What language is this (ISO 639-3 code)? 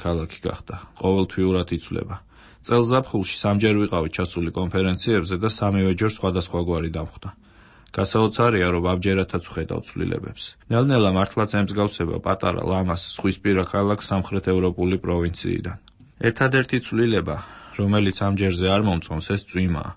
kat